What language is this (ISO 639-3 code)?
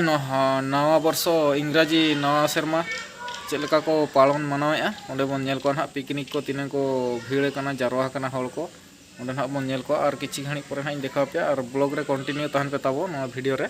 sat